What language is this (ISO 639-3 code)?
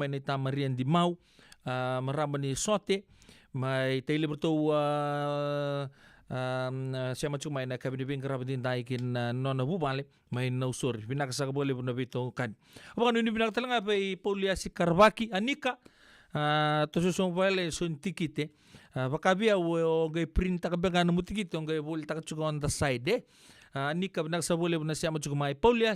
fij